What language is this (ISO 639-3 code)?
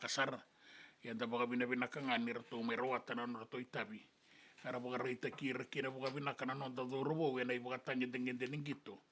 fij